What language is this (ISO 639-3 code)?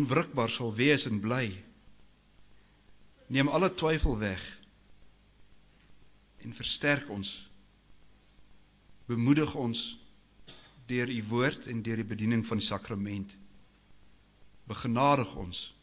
afr